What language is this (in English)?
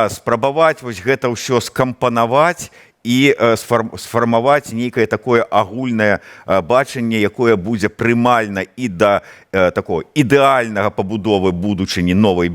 Belarusian